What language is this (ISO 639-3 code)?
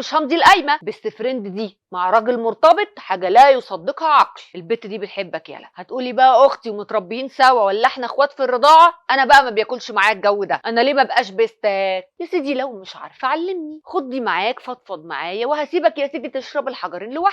arz